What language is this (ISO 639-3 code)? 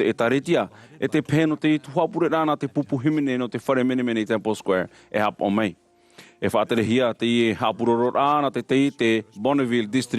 tah